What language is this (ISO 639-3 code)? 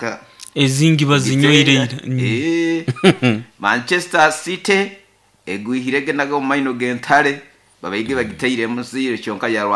nyo